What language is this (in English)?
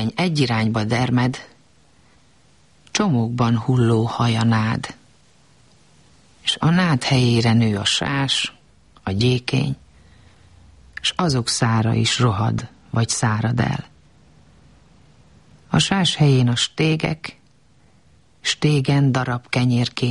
Hungarian